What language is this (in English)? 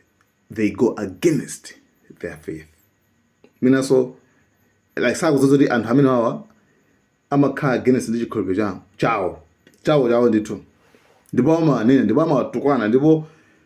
Nyanja